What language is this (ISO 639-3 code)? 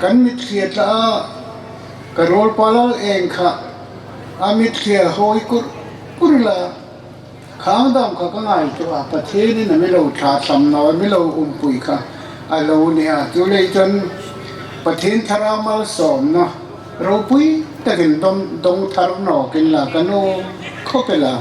hmr